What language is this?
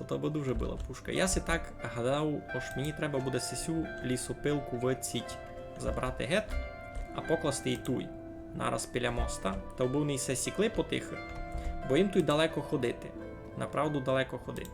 Rusyn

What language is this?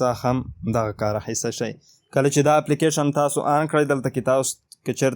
Pashto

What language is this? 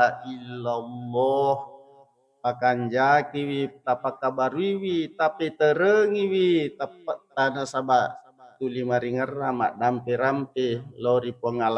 Buginese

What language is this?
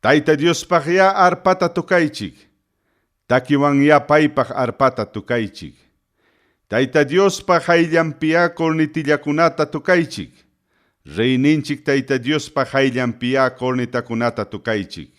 Ayacucho Quechua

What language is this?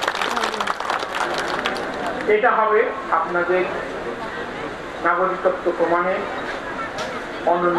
Bangla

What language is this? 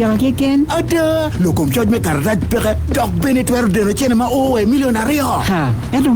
Acoli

